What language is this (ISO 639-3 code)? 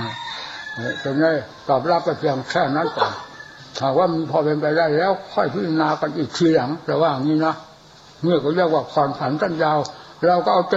tha